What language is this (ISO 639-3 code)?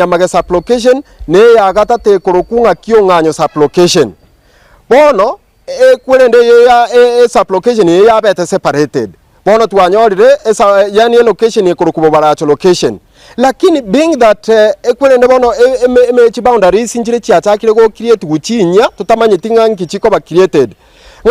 guz